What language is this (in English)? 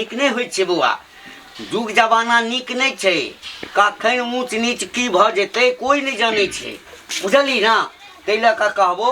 Maithili